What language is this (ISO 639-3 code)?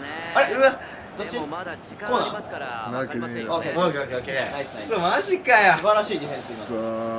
jpn